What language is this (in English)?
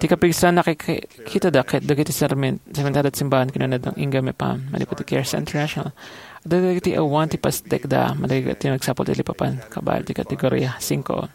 Iloko